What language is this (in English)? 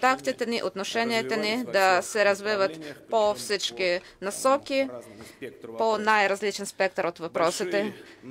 Bulgarian